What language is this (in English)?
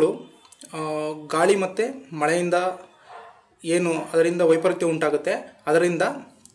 Kannada